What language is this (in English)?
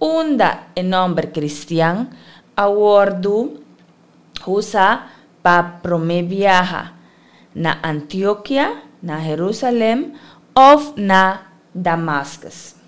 Papiamento